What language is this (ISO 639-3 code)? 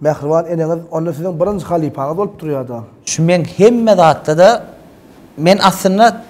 tuk